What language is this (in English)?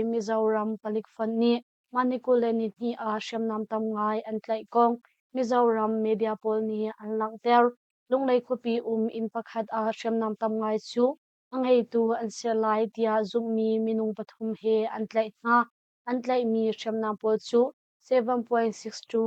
Hakha Chin